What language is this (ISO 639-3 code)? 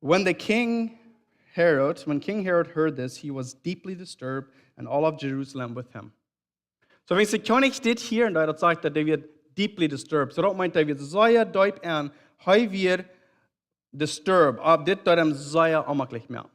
pdt